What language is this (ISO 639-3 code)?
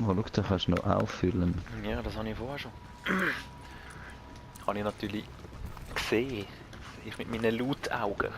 gsw